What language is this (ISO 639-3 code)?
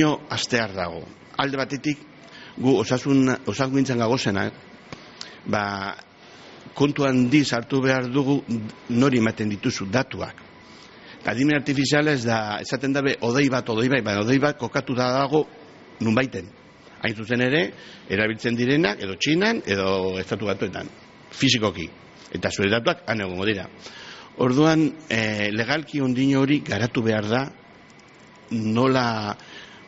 eus